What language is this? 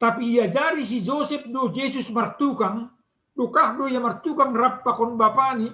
Batak Simalungun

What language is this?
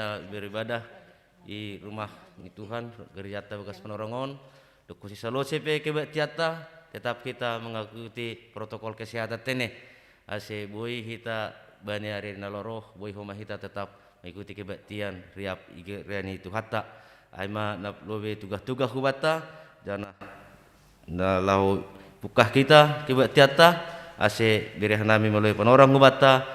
Batak Simalungun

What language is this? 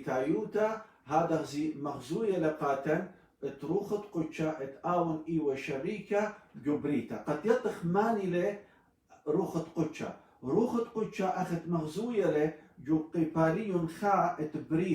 Assyrian Neo-Aramaic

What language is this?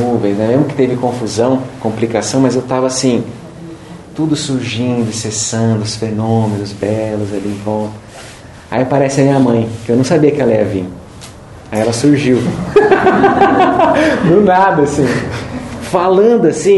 Portuguese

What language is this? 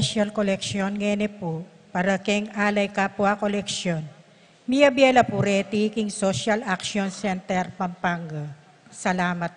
Pampanga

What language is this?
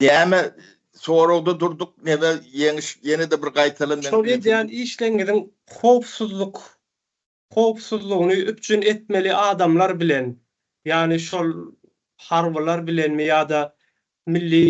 Turkmen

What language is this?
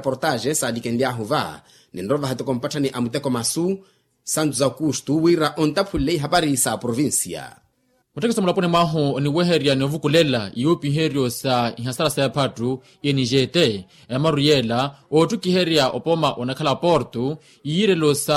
Makhuwa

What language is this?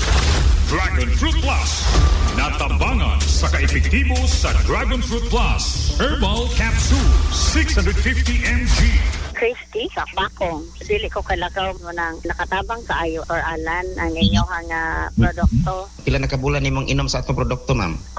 Cebuano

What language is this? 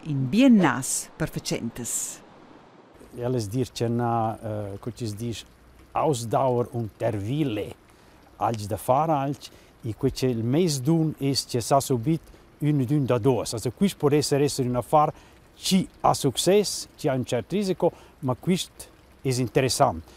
Romansh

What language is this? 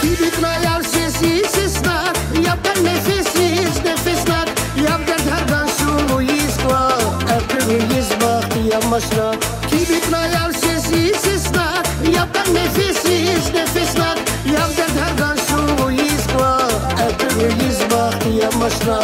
Tabassaran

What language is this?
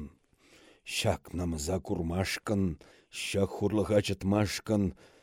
Chuvash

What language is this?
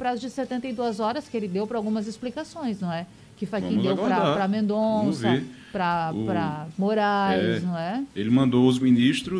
Portuguese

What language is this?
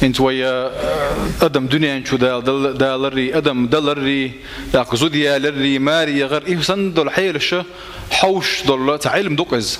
Chechen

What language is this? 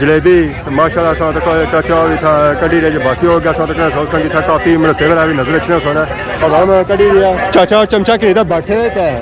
Pahari-Potwari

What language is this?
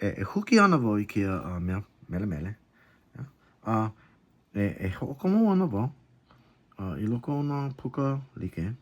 Hawaiian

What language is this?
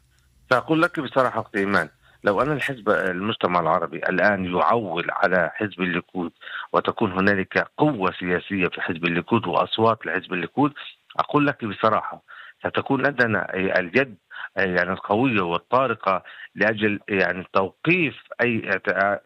Arabic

